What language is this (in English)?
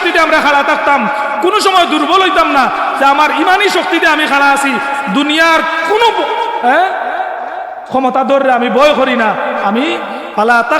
Sylheti